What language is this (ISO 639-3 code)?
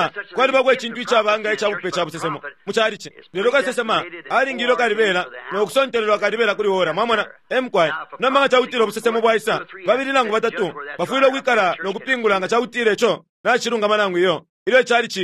bem